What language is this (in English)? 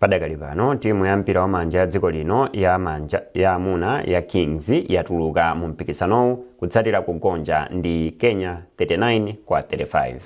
Nyanja